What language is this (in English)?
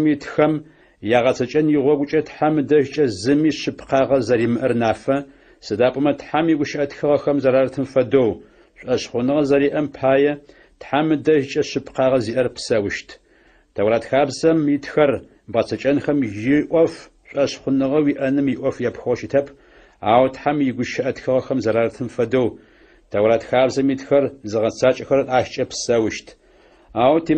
Adyghe